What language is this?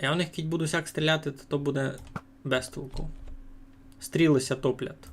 Rusyn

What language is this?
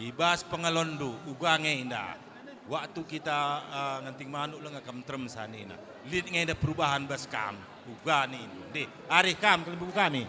Batak Karo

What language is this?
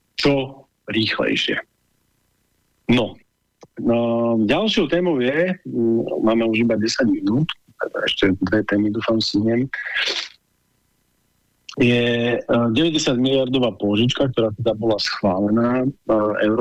Slovak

